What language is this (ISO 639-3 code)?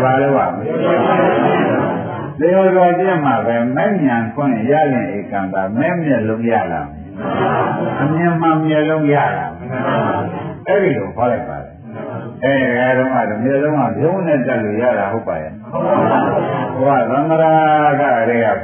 mya